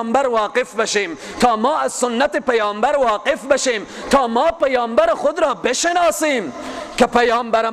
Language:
Persian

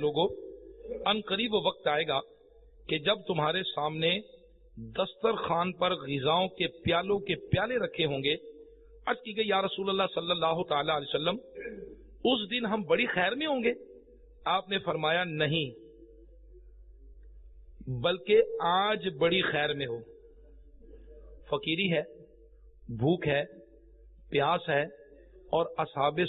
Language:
Urdu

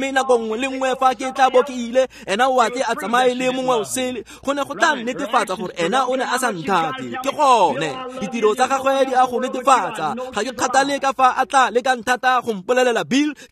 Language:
Tswana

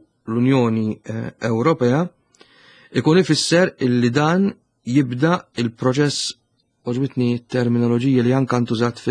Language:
Maltese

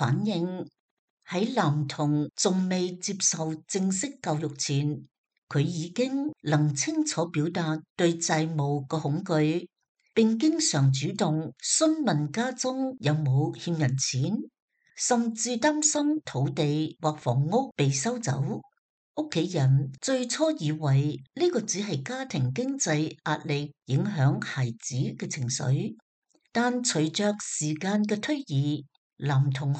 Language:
Cantonese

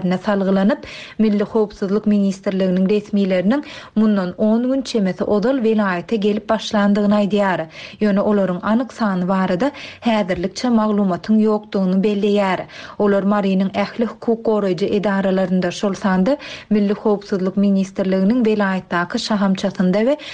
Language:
Turkmen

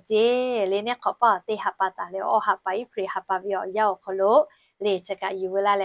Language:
Lahu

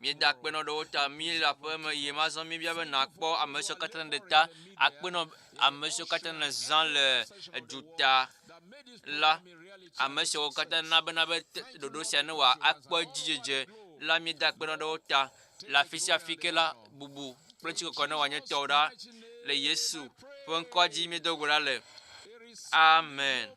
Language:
Ewe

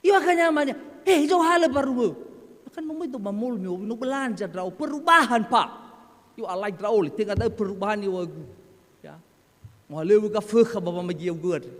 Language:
Nias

